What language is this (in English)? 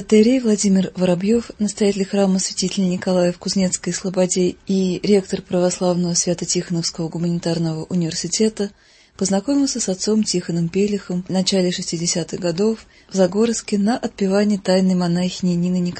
Russian